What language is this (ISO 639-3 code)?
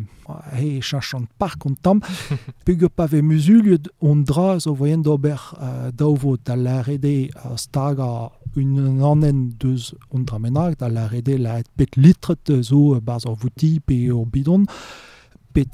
bre